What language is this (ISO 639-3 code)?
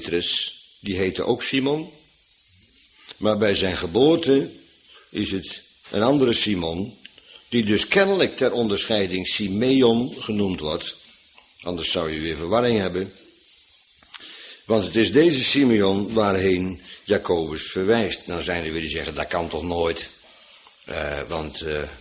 nld